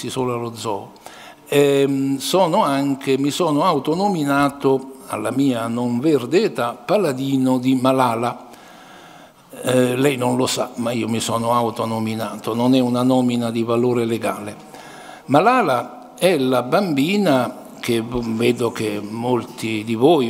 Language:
Italian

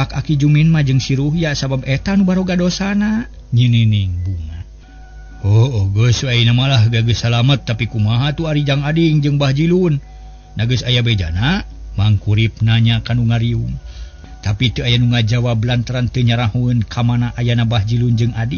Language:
Sundanese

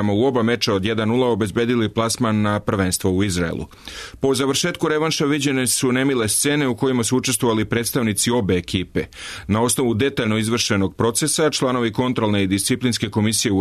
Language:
Serbian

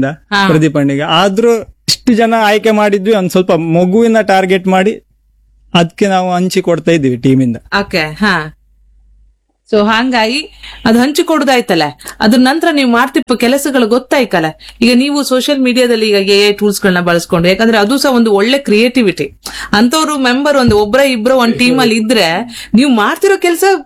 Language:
Kannada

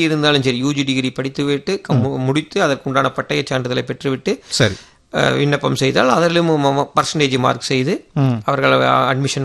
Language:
Tamil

